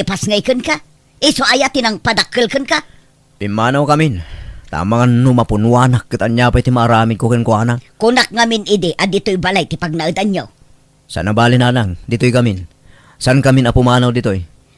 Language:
Iloko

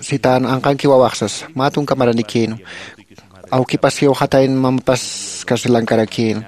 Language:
Aymara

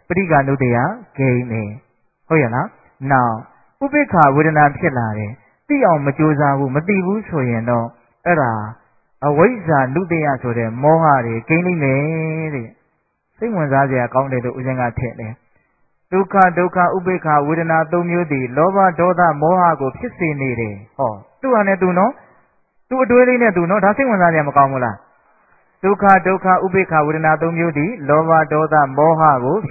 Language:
Burmese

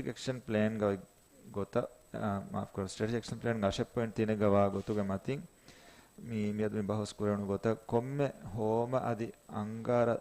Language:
Divehi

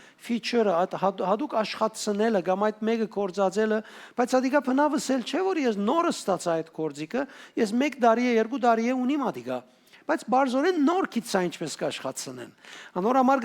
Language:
Western Armenian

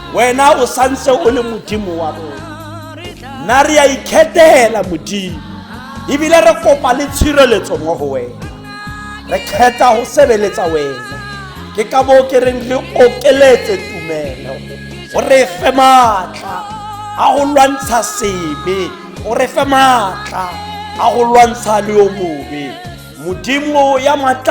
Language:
Tswana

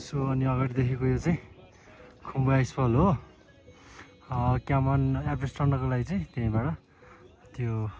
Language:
Nepali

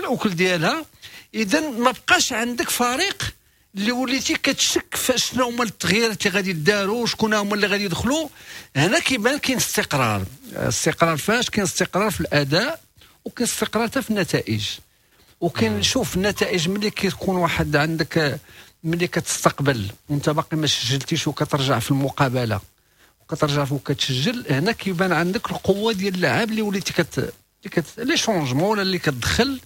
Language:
Moroccan Arabic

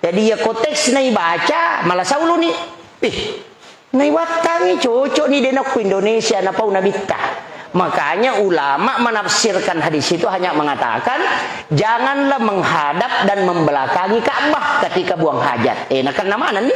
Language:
Buginese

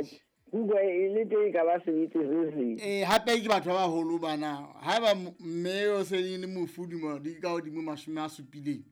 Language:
Southern Sotho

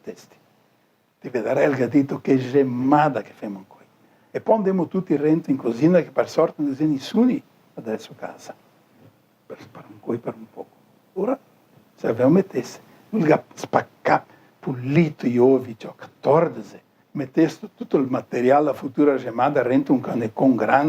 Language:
Venetian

